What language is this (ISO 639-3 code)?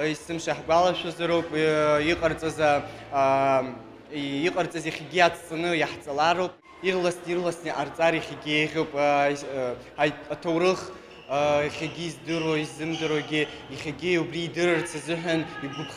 abk